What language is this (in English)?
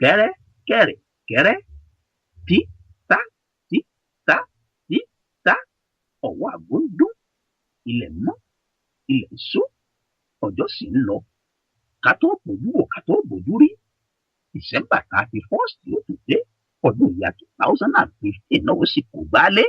Yoruba